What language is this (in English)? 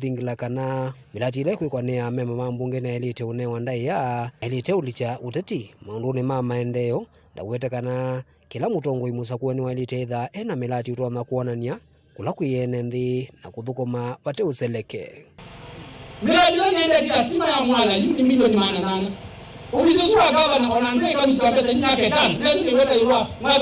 Kamba